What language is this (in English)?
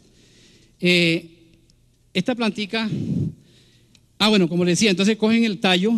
Spanish